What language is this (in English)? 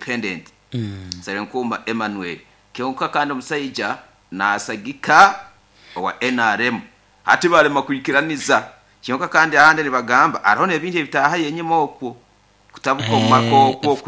Nyoro